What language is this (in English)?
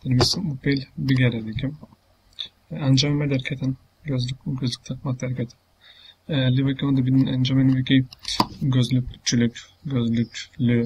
Kurdish